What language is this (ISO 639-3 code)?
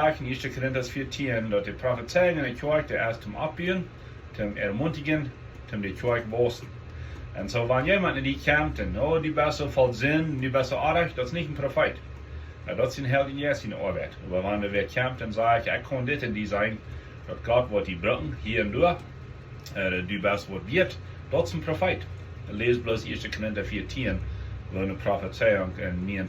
pdt